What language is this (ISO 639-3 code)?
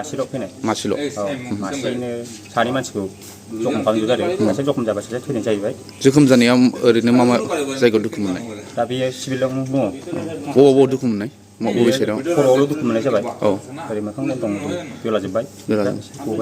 brx